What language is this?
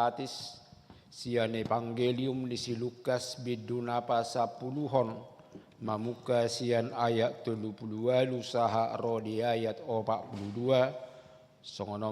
Batak Toba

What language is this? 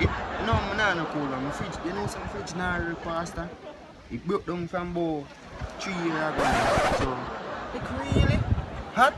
Jamaican Creole English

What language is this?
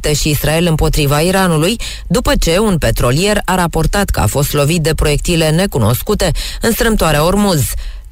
Romanian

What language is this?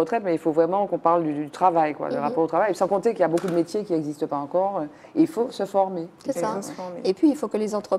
French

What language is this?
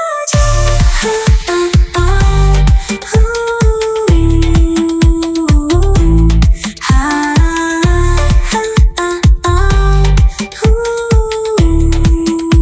Swahili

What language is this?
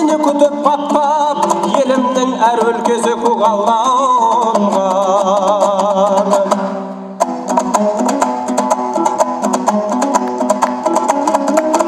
Kazakh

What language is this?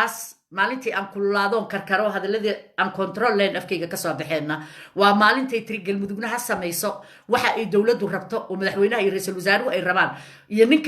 Somali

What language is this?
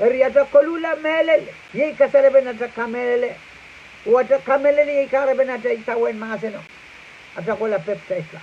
Pohnpeian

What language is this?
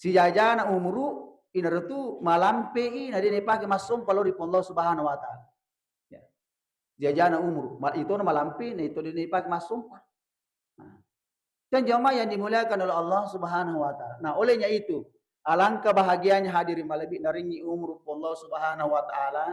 Buginese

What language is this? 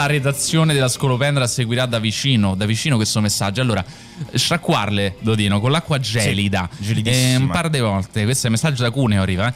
Italian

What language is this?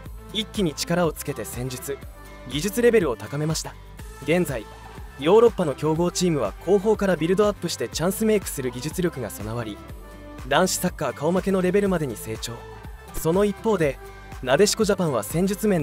Japanese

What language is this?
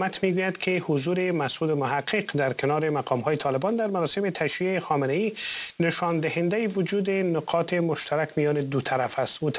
Persian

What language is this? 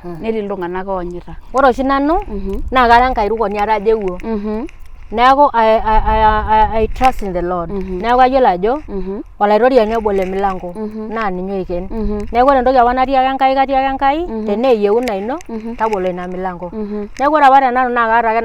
Masai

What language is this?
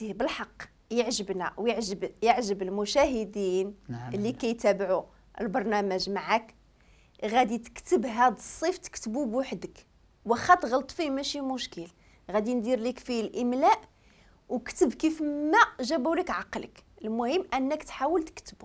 Moroccan Arabic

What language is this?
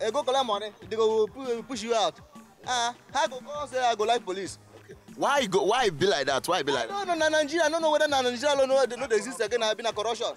Nigerian Pidgin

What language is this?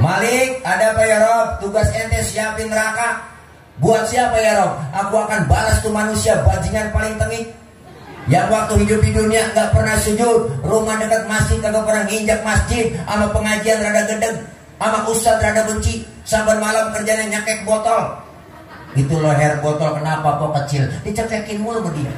Betawi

